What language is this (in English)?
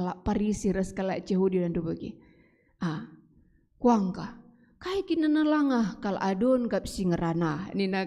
Batak Karo